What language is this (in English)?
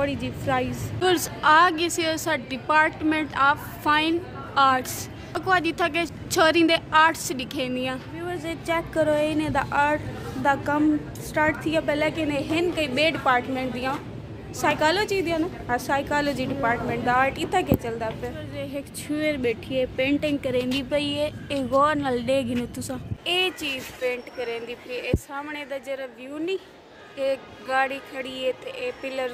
Saraiki